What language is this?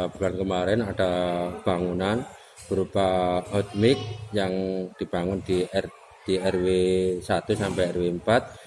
Indonesian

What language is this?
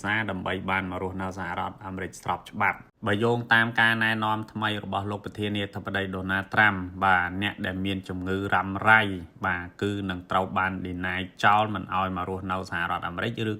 Khmer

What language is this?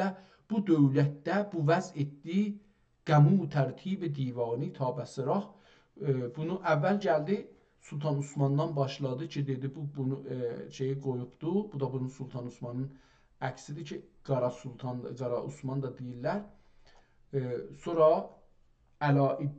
South Azerbaijani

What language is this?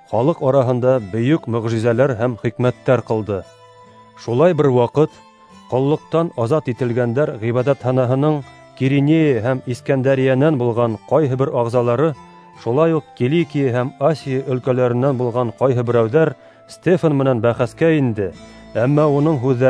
Bashkir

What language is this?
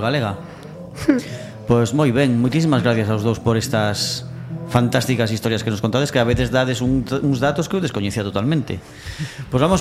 Galician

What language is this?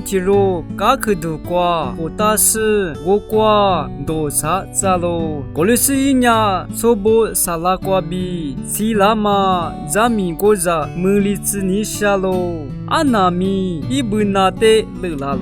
Lisu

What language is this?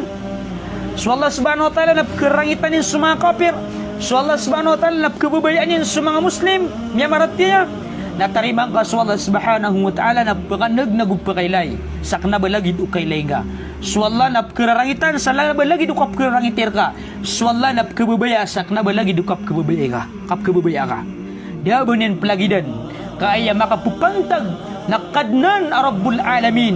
Maranao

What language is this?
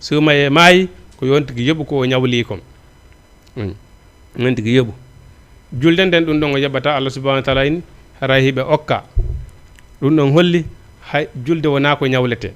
Fula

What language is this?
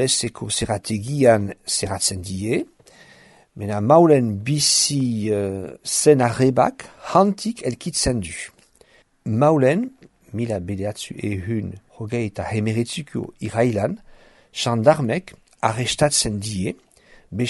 Basque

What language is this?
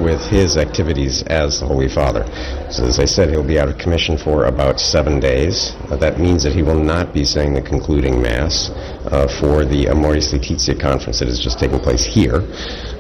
English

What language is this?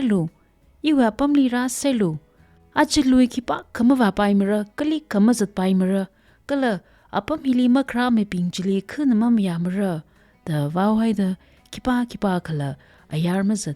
Tangkhul Naga (India)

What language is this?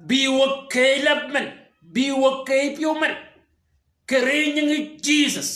Shilluk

